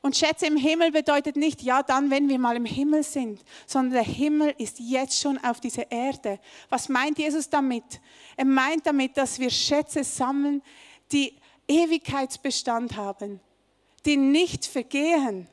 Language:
Swiss German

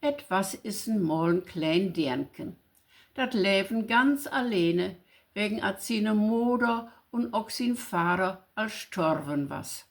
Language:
Low German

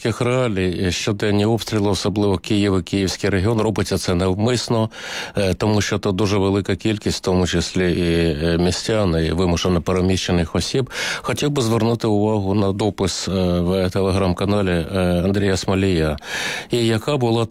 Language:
Ukrainian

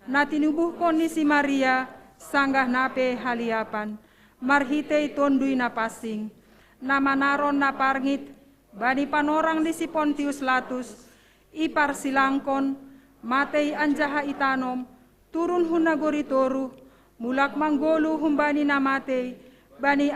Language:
Batak Simalungun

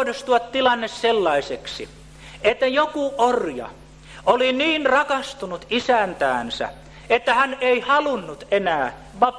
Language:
Finnish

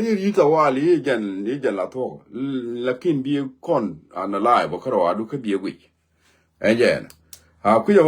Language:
Nuer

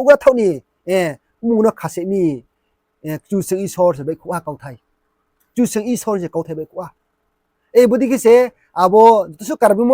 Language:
Riang (India)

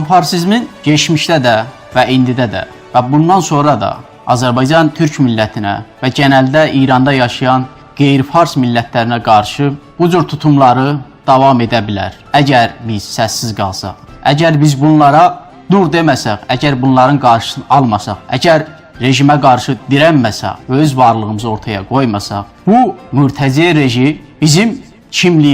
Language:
South Azerbaijani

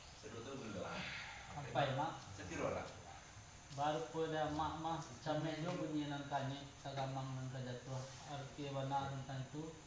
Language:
Minangkabau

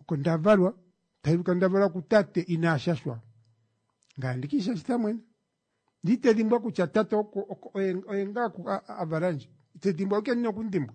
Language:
Kuanyama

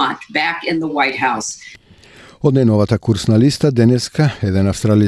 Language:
Macedonian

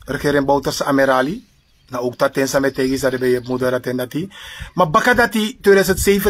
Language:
Sranan Tongo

